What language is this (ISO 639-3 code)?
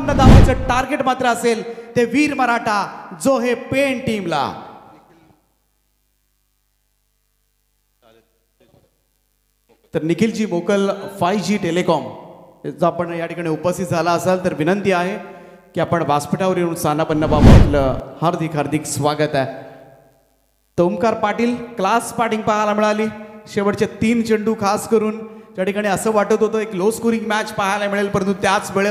mar